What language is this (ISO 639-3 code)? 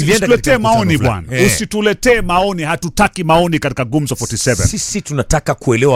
swa